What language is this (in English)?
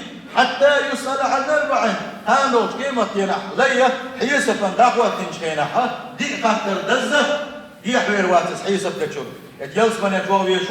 Chechen